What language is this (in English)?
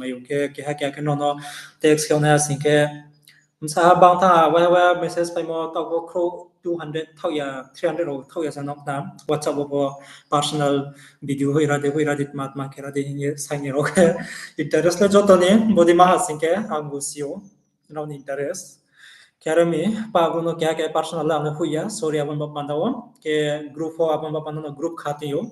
Riang (India)